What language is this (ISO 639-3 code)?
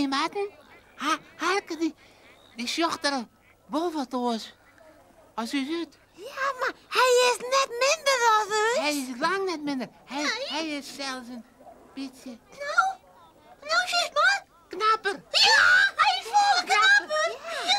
fry